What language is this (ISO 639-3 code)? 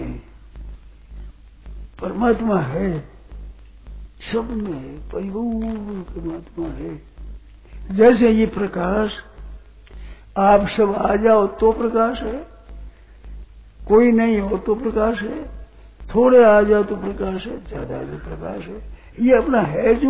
hin